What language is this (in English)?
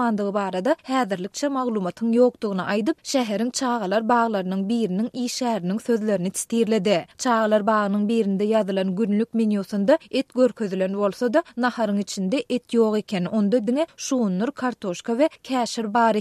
Turkmen